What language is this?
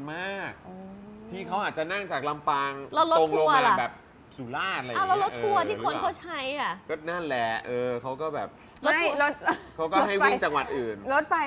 Thai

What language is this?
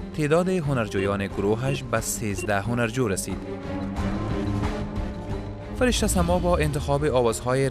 Persian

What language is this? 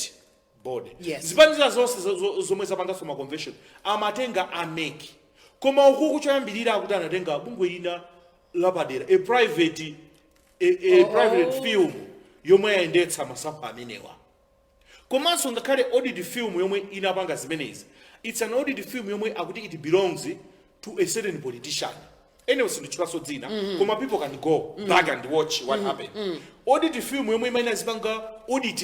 Nyanja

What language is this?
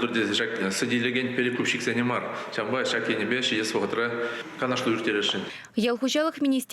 Chuvash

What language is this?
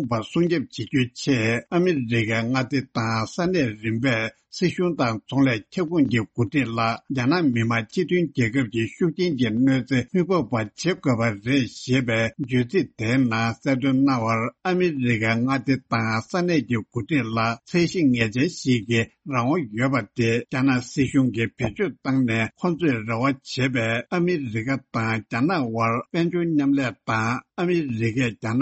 Tibetan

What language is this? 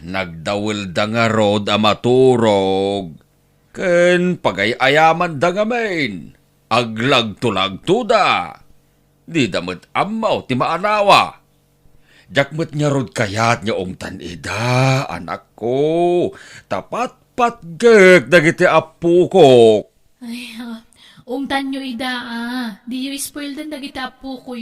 Iloko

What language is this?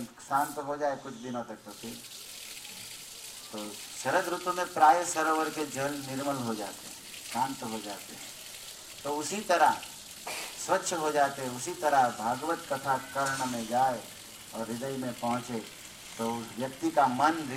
Hindi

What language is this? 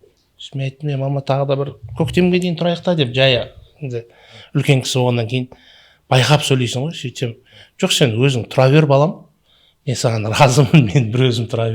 Kazakh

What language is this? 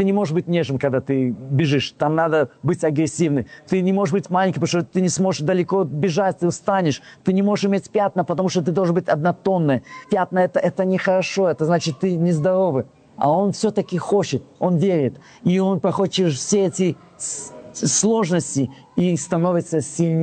Russian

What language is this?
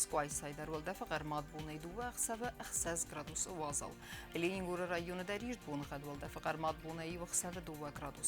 Ossetic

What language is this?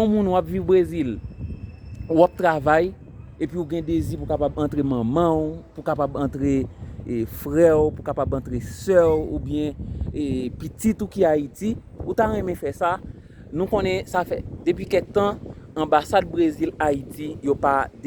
Haitian Creole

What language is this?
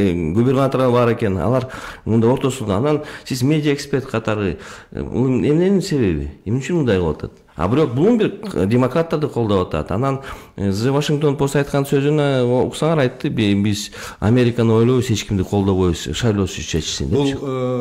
Kyrgyz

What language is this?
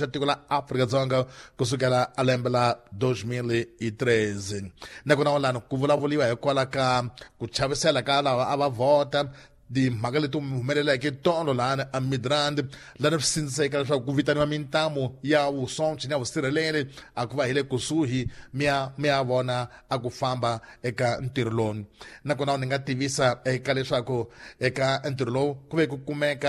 Tsonga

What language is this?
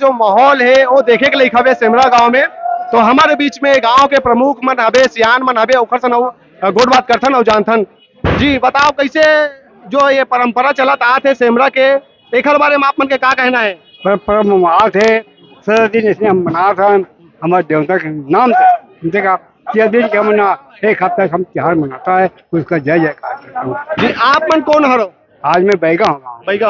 Chhattisgarhi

